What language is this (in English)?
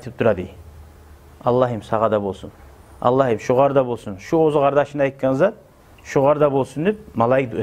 Kumyk